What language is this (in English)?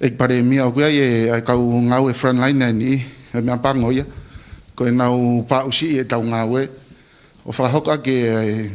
Tongan